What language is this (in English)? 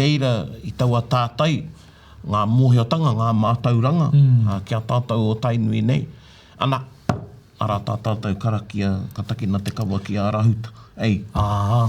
Māori